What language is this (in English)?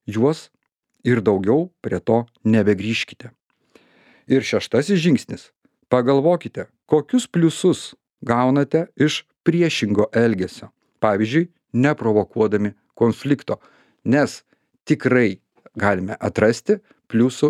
Lithuanian